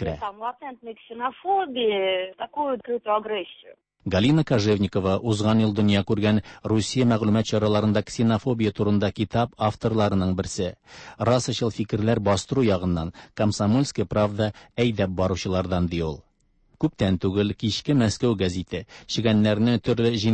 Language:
Tatar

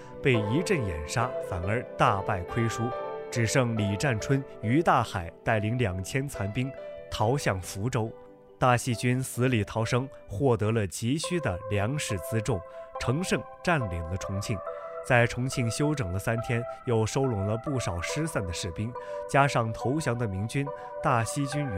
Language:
Chinese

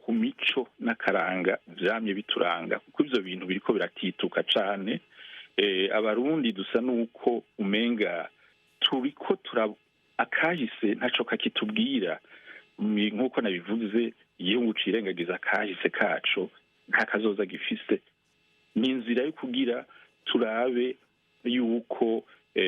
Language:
Rundi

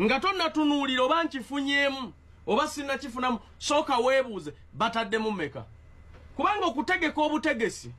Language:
Ganda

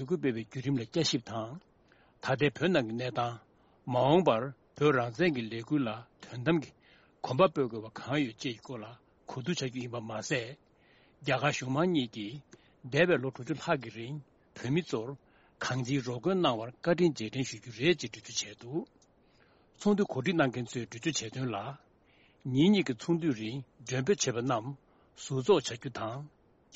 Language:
Tibetan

